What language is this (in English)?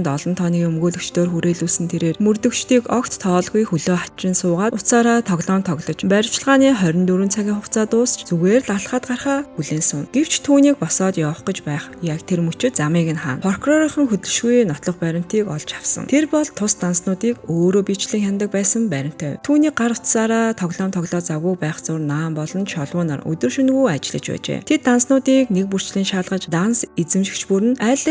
Mongolian